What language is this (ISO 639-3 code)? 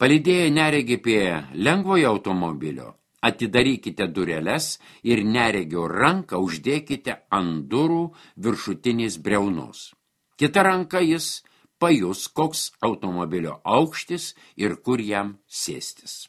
lit